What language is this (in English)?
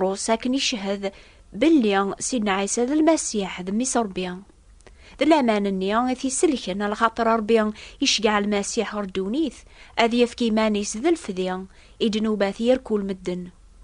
Kabyle